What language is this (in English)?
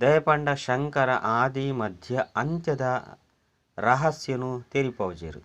Tulu